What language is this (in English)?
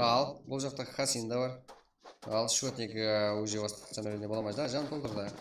Kara-Kalpak